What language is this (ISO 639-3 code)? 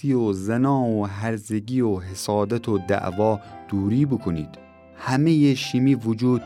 glk